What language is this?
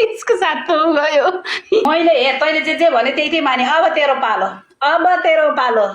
Nepali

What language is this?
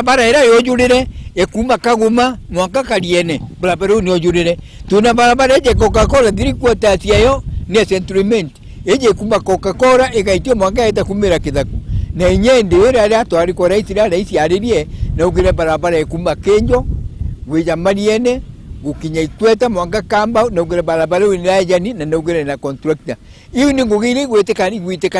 Meru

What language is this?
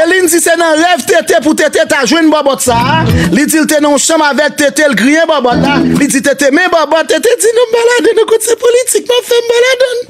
Haitian Creole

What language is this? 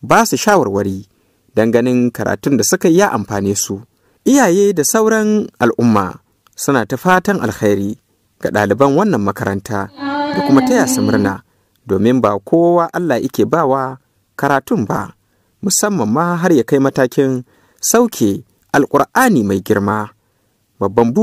Hausa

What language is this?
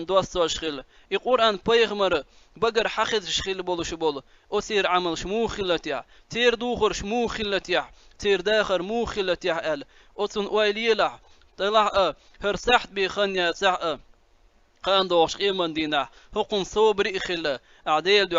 Chechen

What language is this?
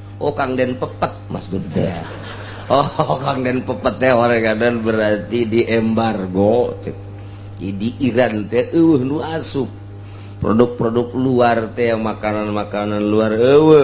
Sundanese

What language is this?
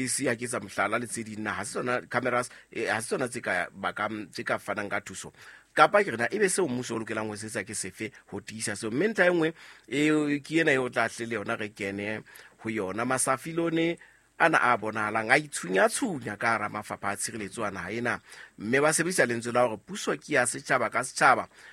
Southern Sotho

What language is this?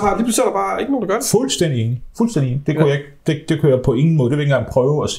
Danish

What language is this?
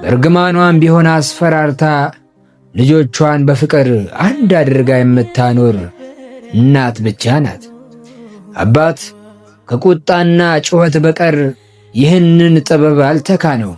Amharic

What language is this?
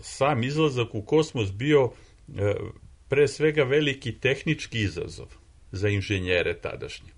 Serbian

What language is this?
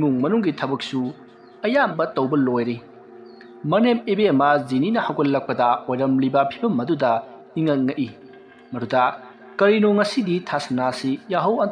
Manipuri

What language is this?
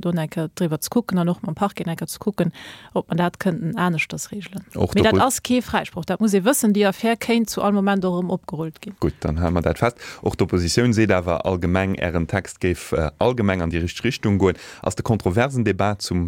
Luxembourgish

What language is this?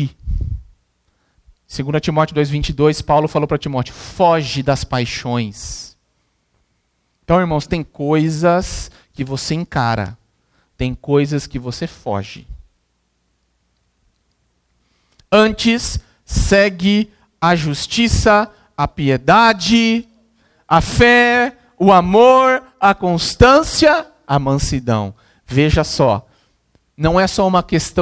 Portuguese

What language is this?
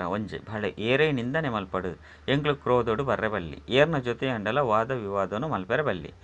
Tulu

